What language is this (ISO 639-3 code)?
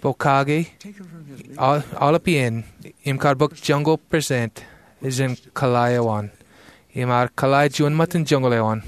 mah